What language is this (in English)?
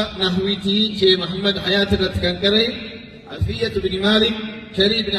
Oromo